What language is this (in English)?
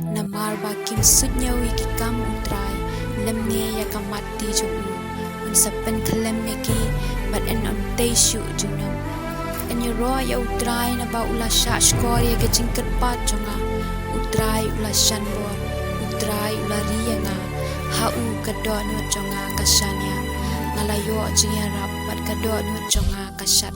Khasi